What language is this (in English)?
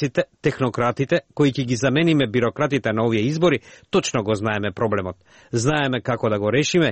Macedonian